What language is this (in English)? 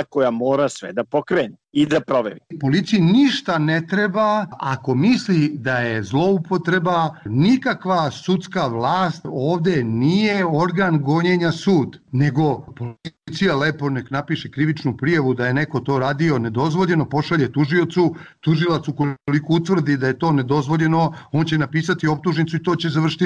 Serbian